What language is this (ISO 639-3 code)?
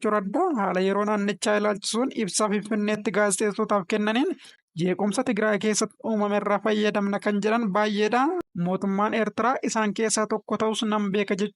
orm